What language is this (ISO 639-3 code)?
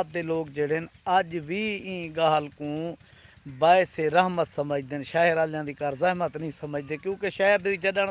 skr